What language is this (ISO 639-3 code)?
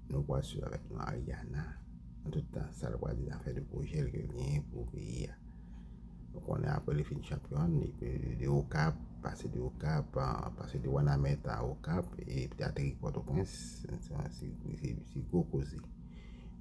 hat